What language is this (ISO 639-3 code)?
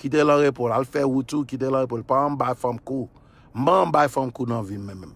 hat